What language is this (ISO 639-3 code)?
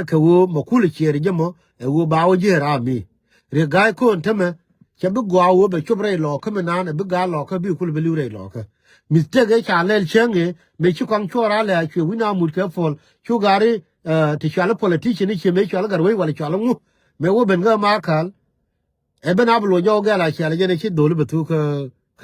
nus